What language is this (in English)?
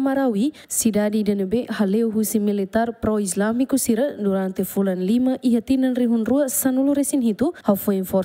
Tetum